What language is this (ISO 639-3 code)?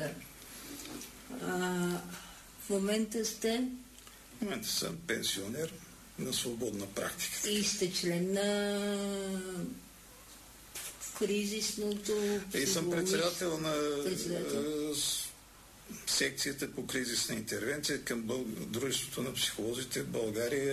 bul